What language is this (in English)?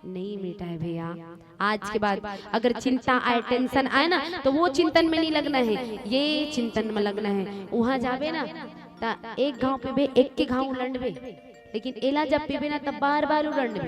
Chhattisgarhi